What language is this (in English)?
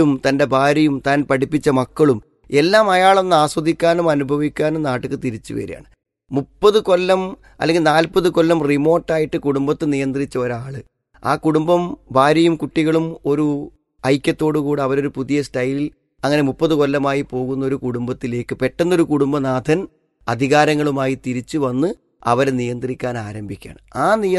Malayalam